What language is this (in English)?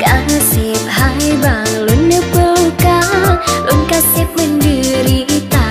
Achinese